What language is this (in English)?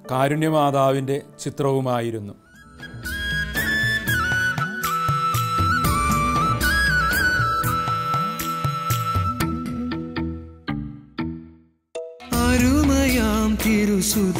Malayalam